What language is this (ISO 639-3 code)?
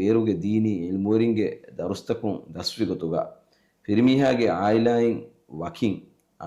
div